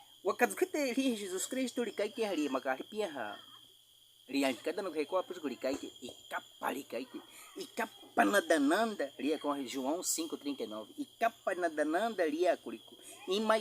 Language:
Baniwa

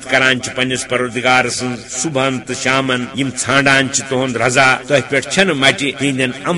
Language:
Kashmiri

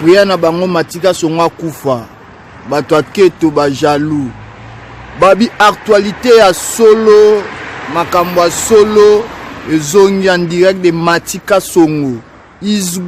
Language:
Lingala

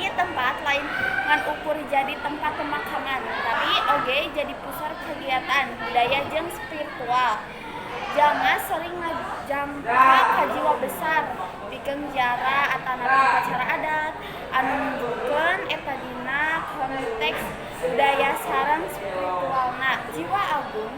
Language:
Sundanese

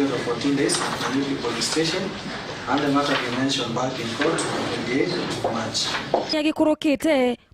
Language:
Meru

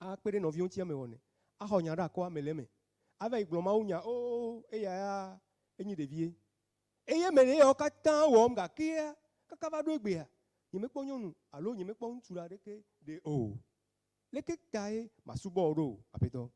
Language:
Ewe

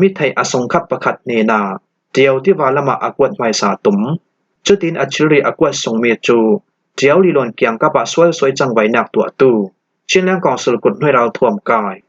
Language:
Falam Chin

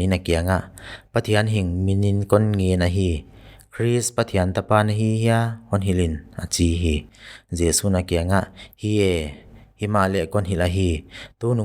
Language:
Paite Chin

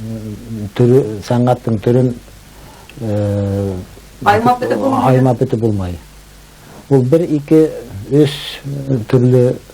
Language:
Bashkir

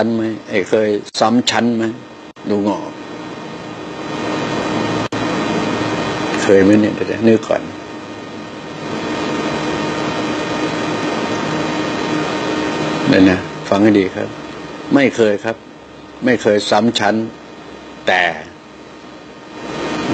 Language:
Thai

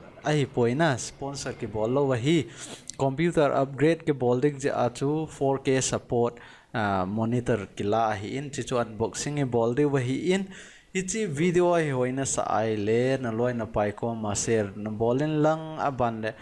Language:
Thado Chin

